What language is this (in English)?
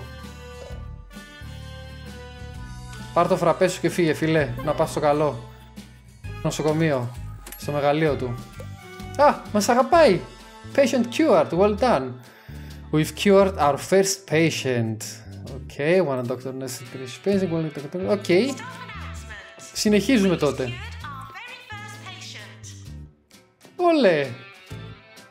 Greek